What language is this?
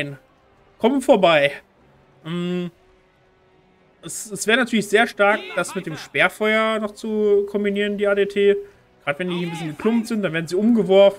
German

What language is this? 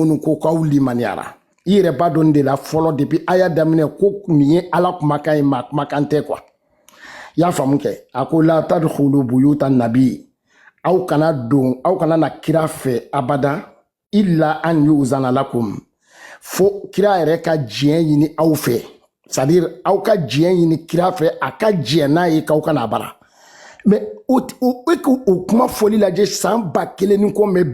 Bambara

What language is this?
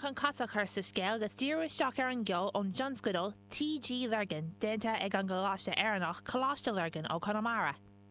Irish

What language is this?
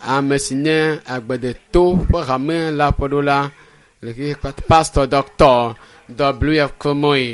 Ewe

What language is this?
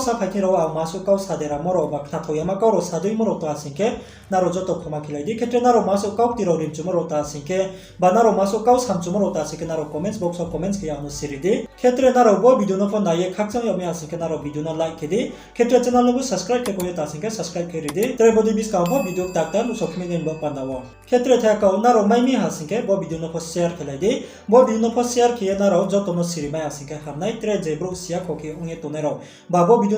Riang (India)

